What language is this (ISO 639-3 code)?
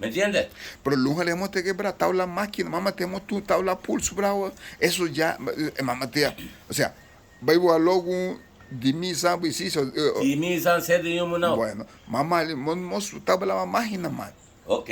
cab